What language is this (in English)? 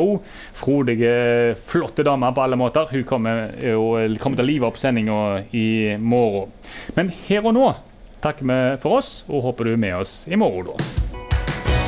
Norwegian